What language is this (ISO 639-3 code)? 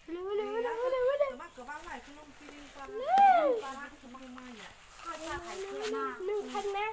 trp